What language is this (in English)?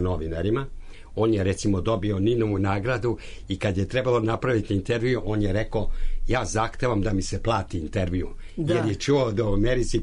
Serbian